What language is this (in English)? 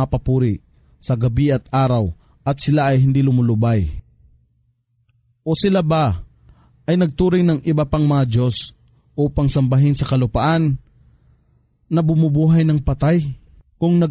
Filipino